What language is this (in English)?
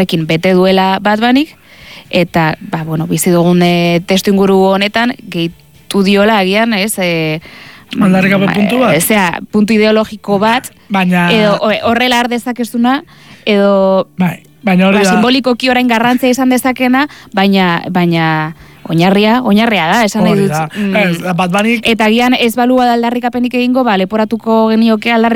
Basque